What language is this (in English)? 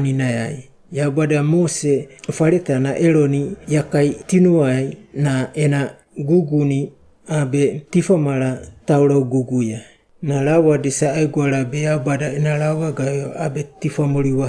Wagawaga